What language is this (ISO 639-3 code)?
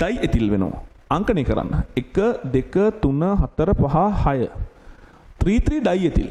sin